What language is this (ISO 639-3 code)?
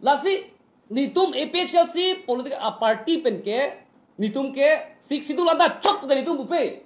mjw